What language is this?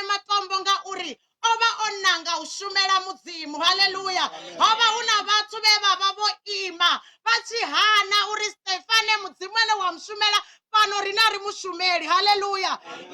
Venda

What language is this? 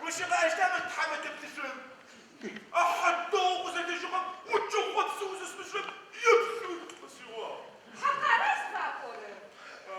Adyghe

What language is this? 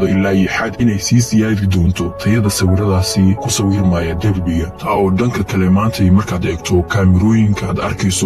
Somali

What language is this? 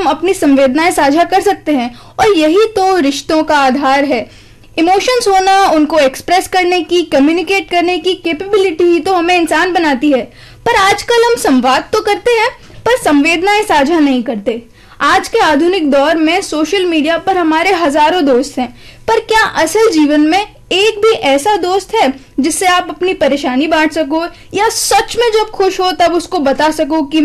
Hindi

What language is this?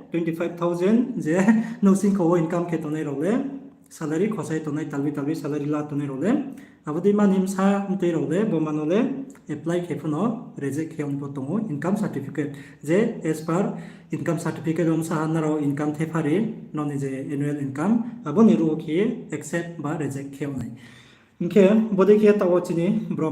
Riang (India)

